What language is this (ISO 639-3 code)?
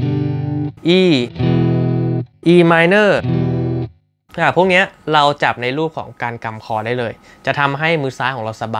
tha